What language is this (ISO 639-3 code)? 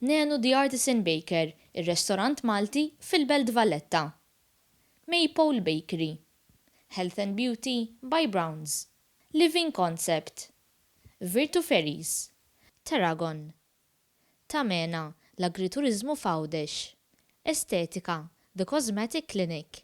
mlt